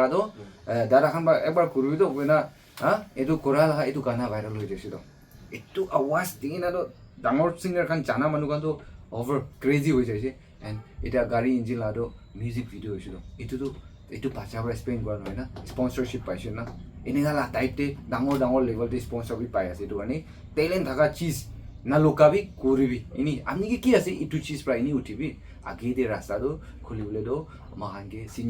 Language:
Naga Pidgin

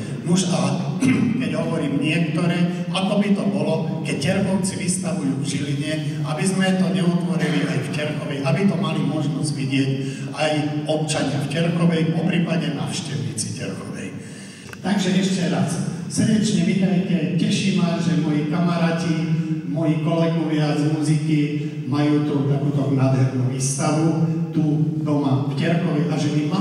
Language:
Slovak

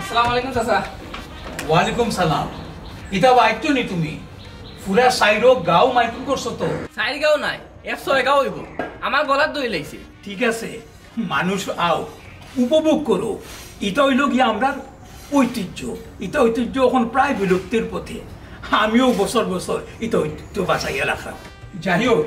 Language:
Sylheti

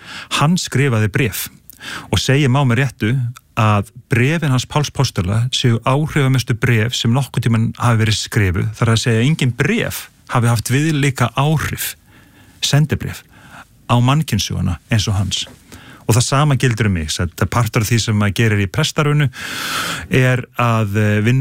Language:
Icelandic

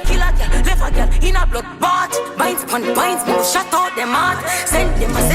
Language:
Jamaican Creole English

